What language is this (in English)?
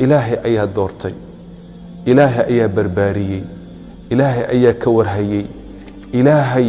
Somali